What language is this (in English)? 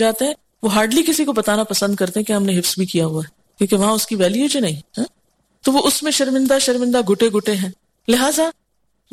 Urdu